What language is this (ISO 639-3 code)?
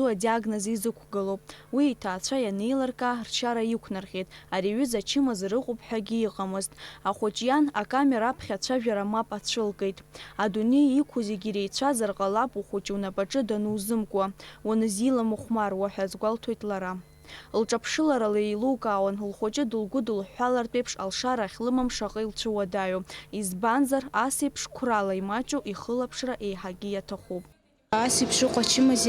abk